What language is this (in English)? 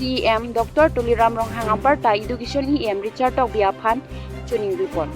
Karbi